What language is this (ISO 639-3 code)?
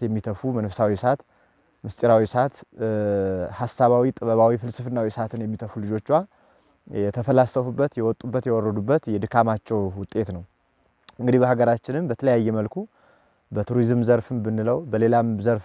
amh